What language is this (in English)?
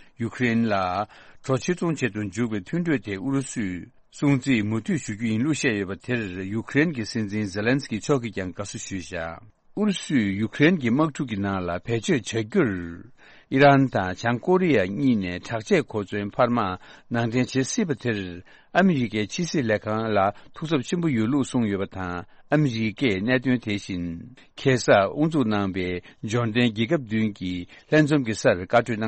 Tibetan